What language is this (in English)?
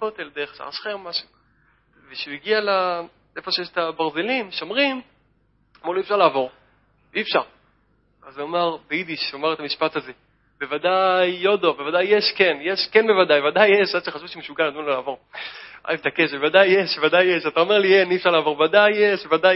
Hebrew